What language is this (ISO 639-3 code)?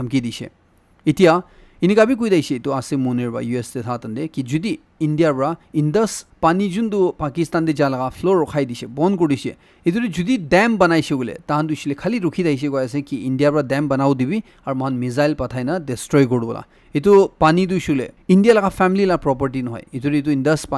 nag